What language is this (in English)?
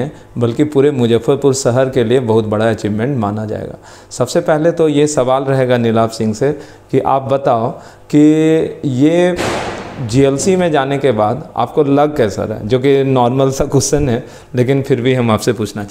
Hindi